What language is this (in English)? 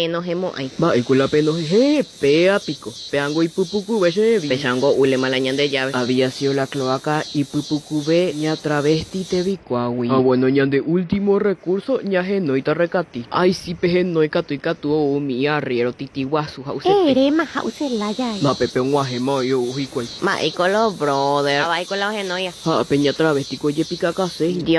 Guarani